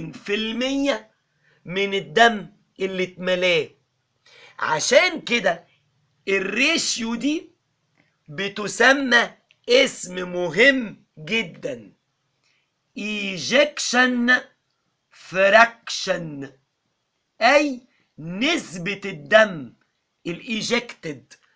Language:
Egyptian Arabic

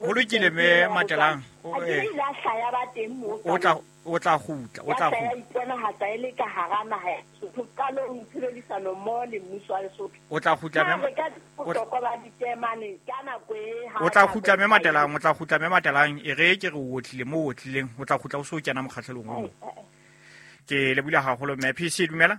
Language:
Southern Sotho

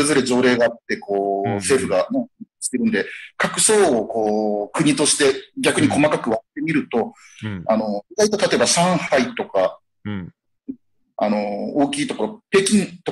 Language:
Japanese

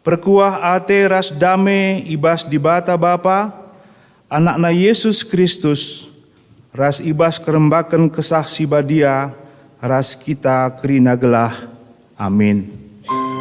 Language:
Batak Karo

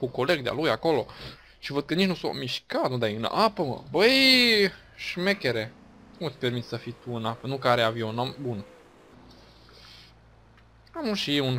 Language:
Romanian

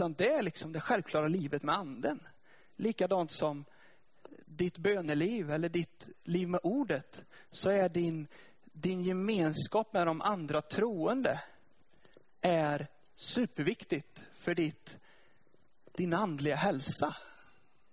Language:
Swedish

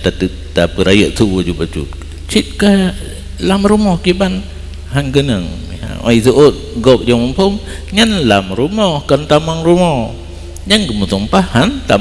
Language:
Achinese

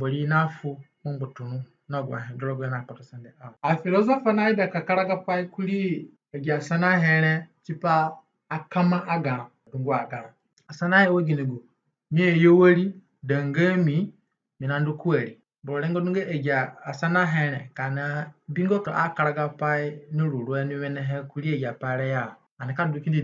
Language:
Zande (individual language)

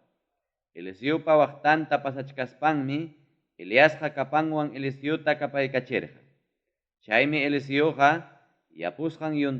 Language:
Ayacucho Quechua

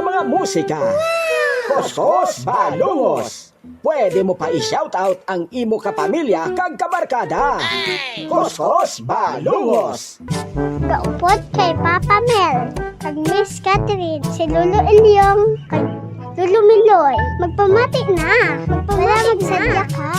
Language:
Hiligaynon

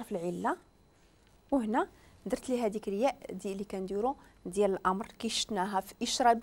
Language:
Moroccan Arabic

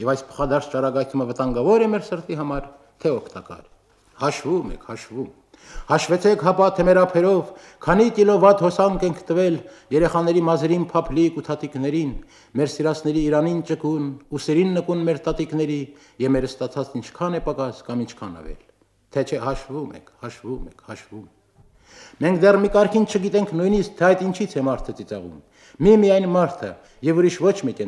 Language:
Armenian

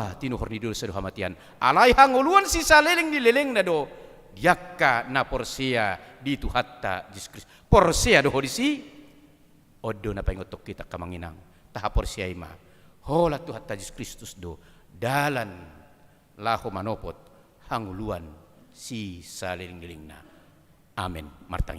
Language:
Batak Toba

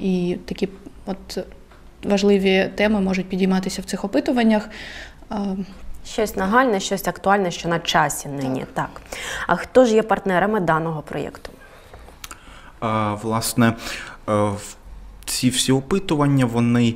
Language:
Ukrainian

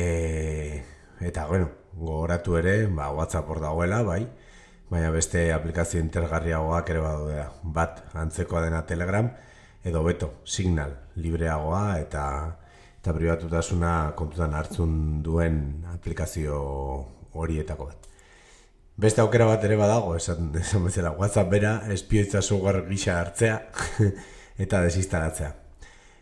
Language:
Basque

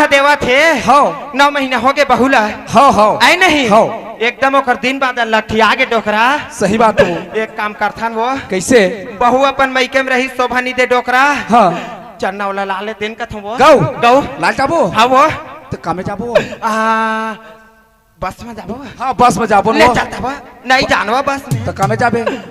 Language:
Chhattisgarhi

